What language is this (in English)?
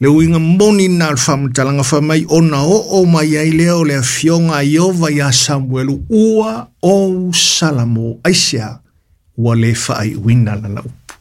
Samoan